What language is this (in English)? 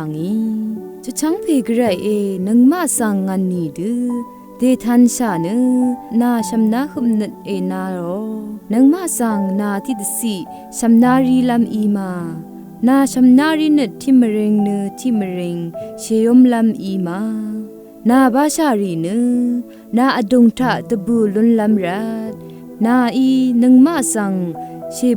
Rawang